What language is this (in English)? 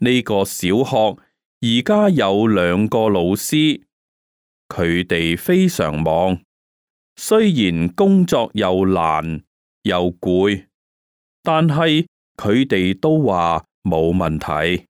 Cantonese